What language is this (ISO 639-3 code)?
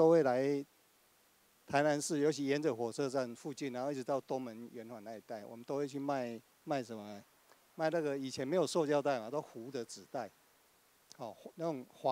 zho